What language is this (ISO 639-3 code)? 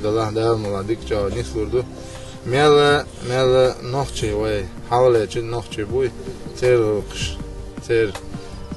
che